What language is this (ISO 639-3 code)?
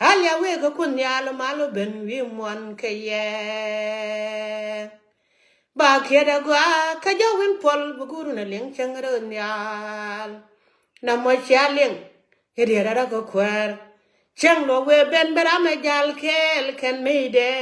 nus